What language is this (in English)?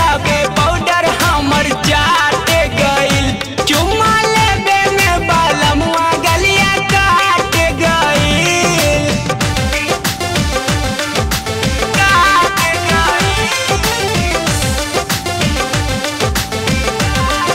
Bhojpuri